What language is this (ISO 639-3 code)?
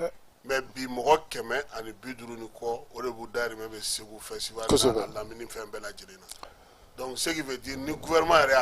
bam